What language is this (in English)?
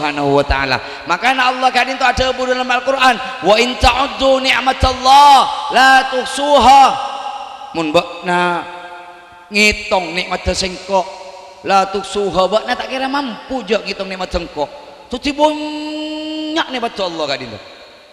Madurese